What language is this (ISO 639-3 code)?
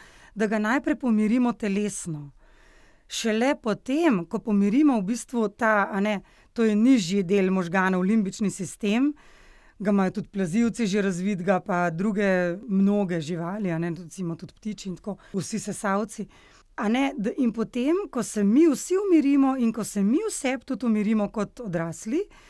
slv